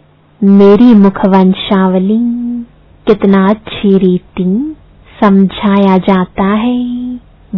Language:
Hindi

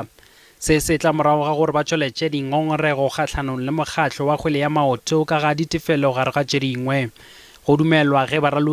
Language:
Northern Sotho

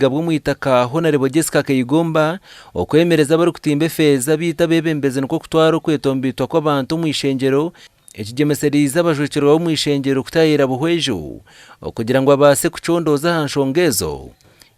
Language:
Nyankole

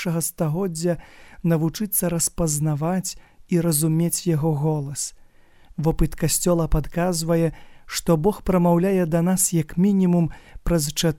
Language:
Belarusian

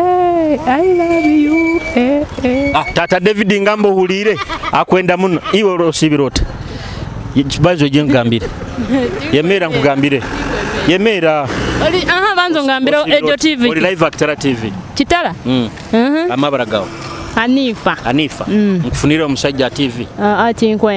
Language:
Nyoro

